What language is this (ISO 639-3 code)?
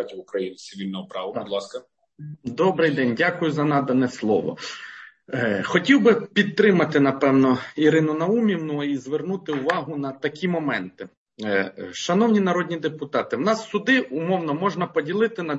ukr